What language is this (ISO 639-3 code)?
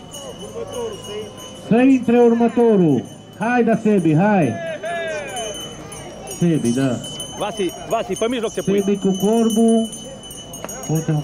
ron